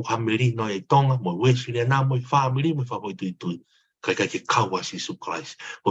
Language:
Tongan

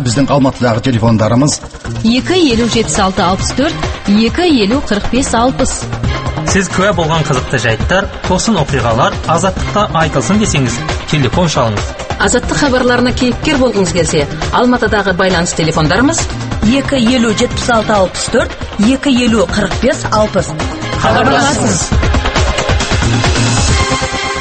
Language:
Kazakh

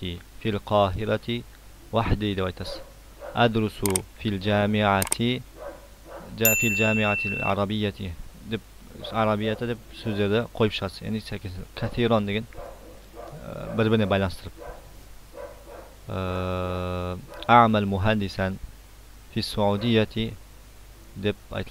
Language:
Kazakh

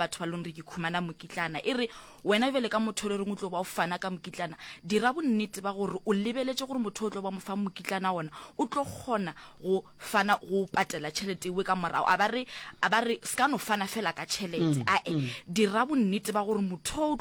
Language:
Northern Sotho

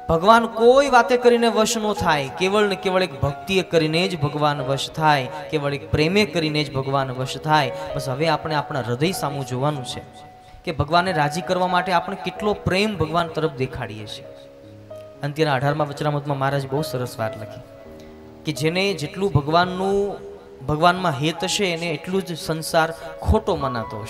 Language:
Gujarati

